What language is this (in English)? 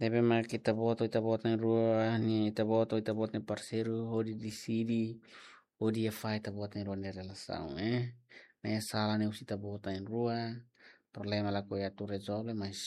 Tetum